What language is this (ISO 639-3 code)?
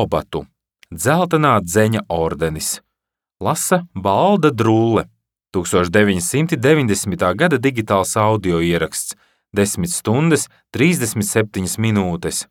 lav